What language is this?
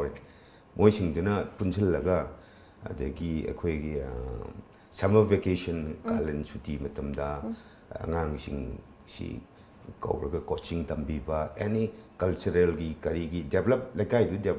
Manipuri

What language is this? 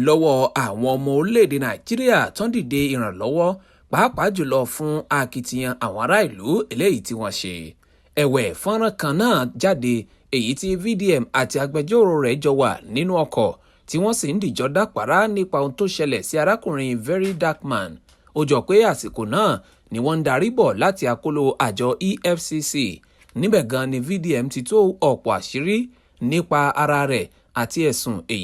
Yoruba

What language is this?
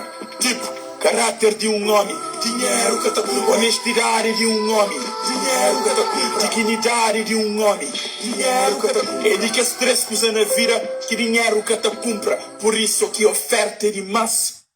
Kabuverdianu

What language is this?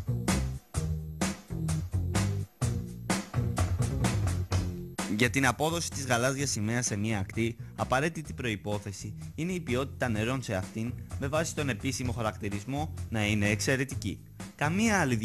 Greek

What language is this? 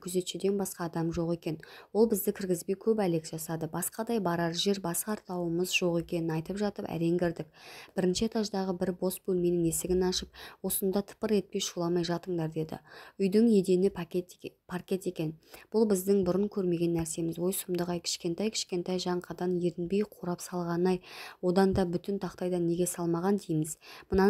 Kazakh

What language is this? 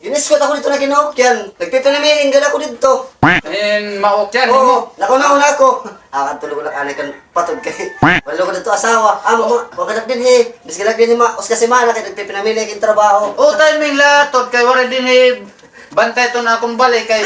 Waray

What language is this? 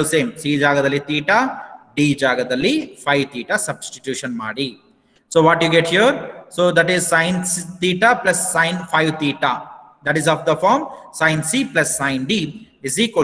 Kannada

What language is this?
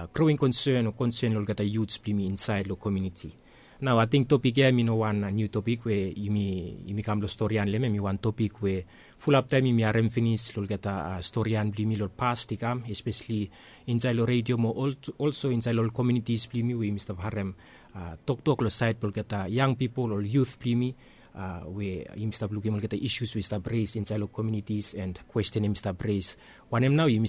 Bislama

